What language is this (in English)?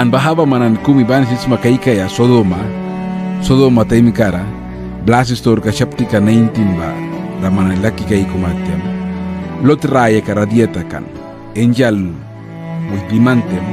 Mískito